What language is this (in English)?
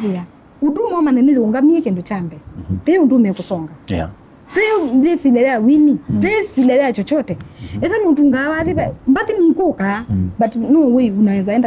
Kamba